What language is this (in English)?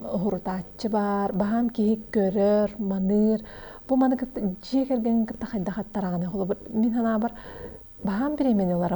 Yakut